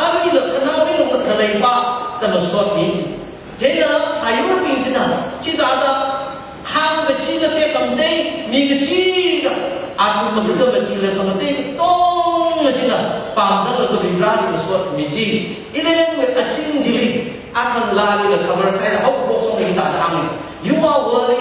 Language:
Tangkhul Naga (India)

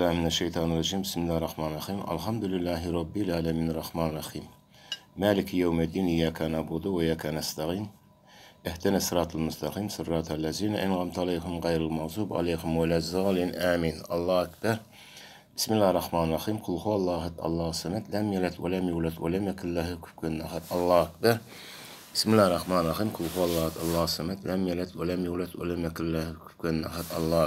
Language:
Turkmen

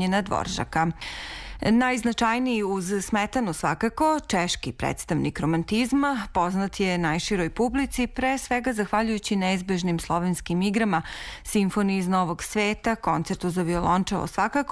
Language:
Serbian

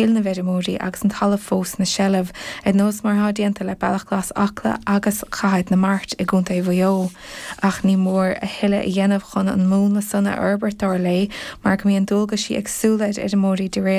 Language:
Irish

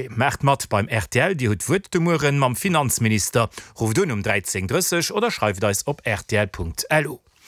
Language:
Luxembourgish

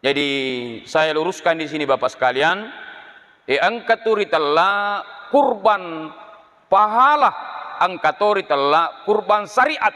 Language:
Buginese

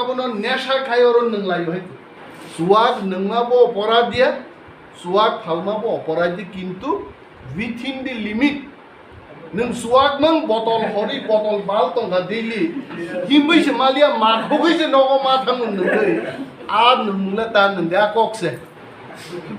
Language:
Riang (India)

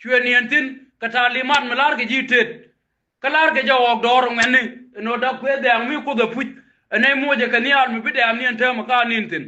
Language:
Nuer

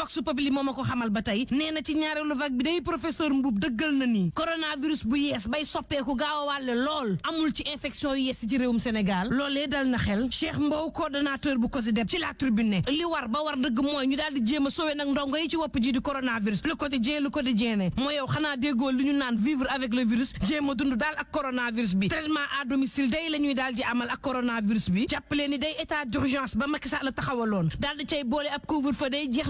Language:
Wolof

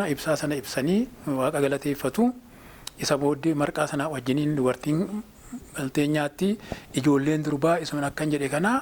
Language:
Oromo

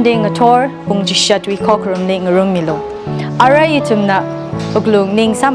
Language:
Tangkhul Naga (India)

